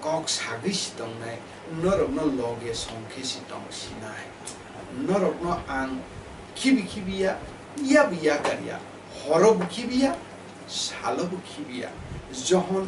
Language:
Kok Borok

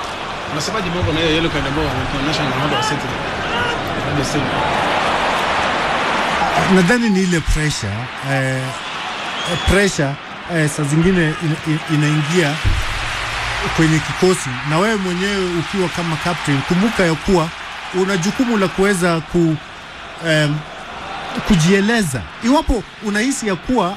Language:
Swahili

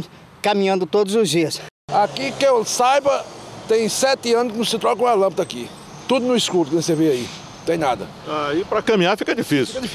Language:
Portuguese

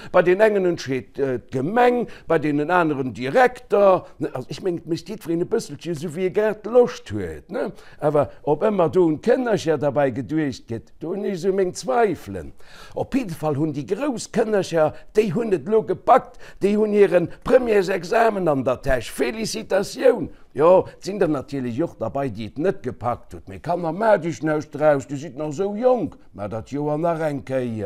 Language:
Luxembourgish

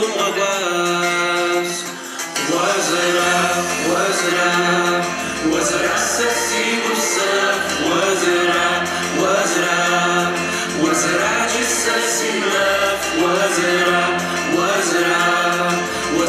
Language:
Adyghe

